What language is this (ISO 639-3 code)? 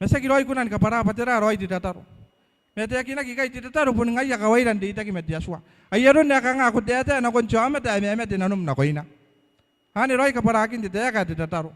gil